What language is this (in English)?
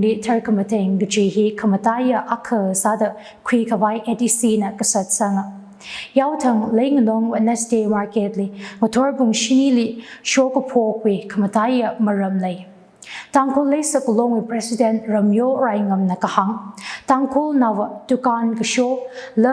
Tangkhul Naga (India)